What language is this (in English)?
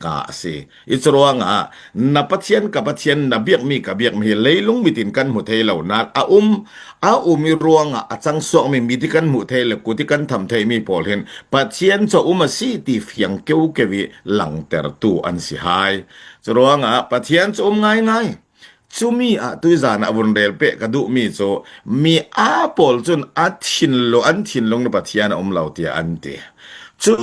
Falam Chin